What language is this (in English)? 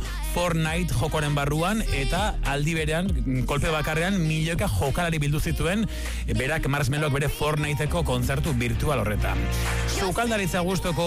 Basque